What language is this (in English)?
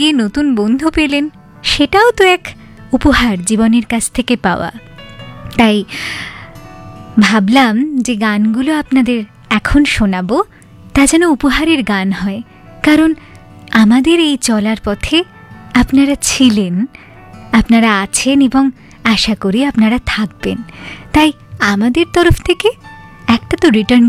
Bangla